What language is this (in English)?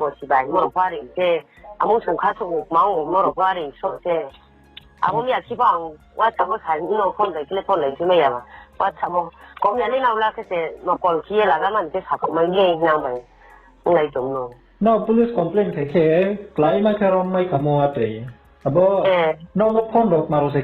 Riang (India)